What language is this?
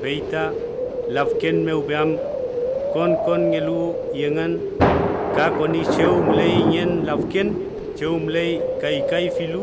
Mapuche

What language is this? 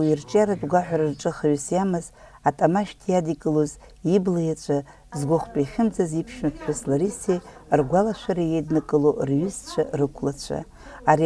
Abkhazian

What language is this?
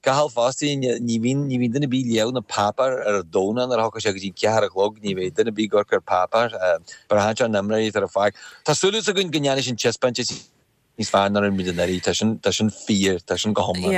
Irish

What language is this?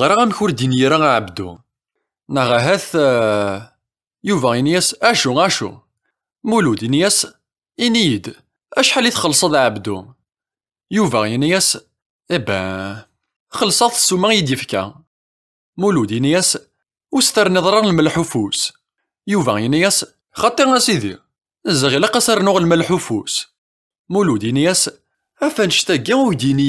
Kabyle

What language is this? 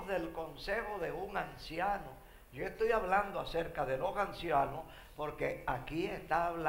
Spanish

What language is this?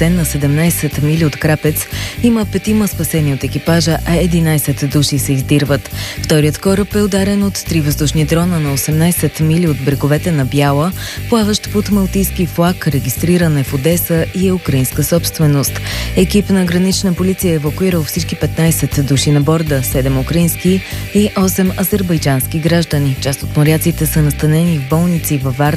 Bulgarian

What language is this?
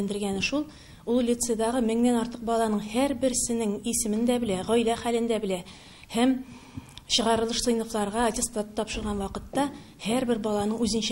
Tatar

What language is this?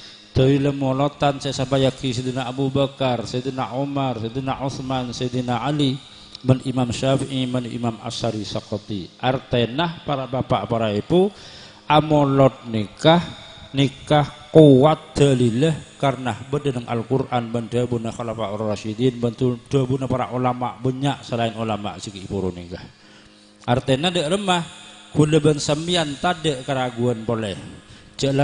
Madurese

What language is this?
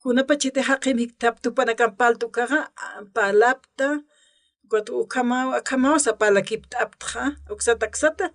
Aymara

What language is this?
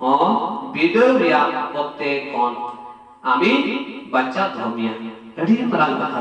Santali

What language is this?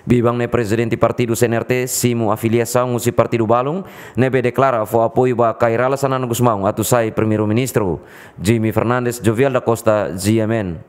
Tetum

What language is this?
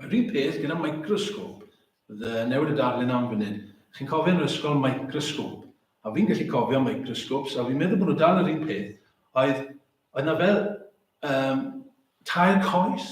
Welsh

